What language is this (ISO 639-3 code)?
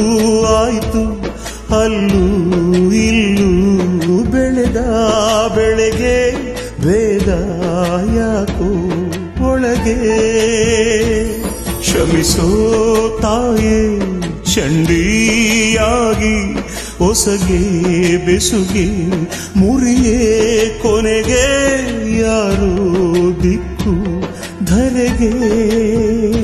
kan